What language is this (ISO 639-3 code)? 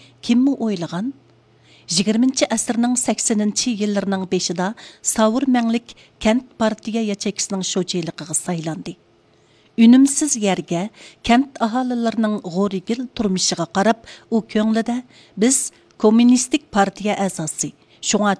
uig